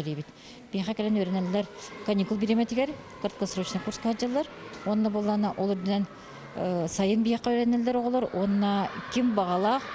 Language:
Yakut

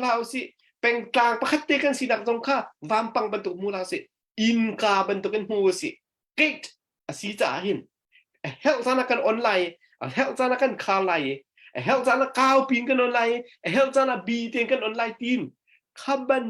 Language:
Hakha Chin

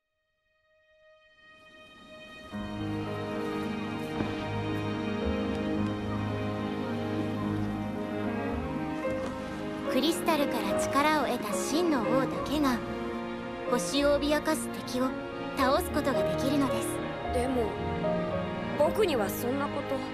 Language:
Japanese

